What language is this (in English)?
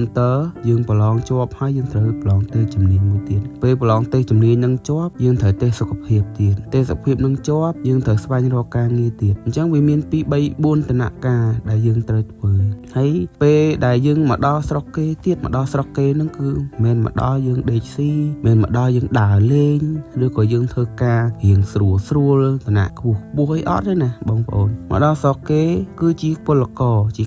Khmer